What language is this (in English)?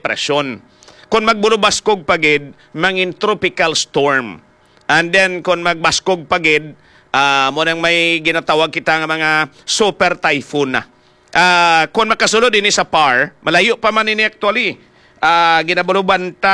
Hiligaynon